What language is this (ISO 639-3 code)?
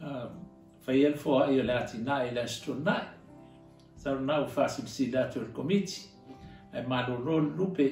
smo